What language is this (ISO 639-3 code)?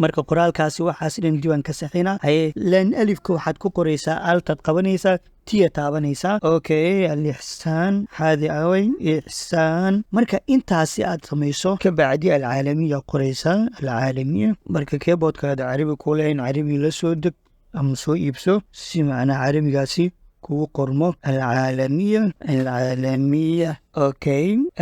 som